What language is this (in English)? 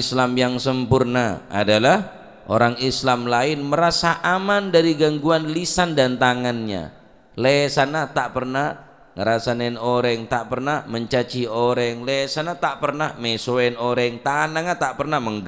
Madurese